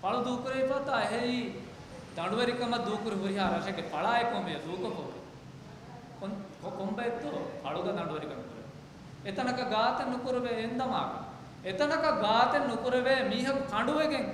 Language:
Divehi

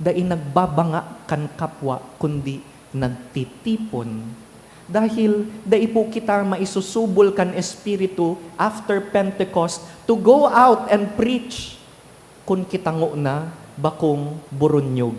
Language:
Bikol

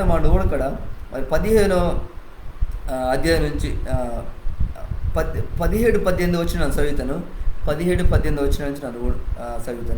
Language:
Koya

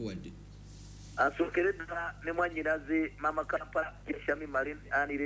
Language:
Ganda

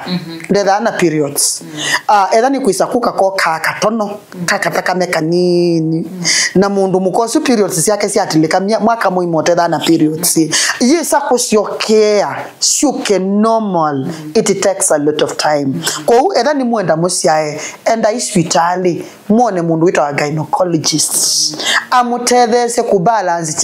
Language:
Kamba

